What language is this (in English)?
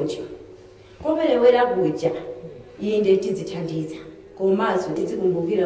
Nyanja